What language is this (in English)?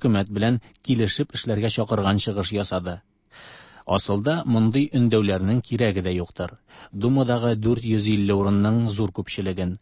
Tatar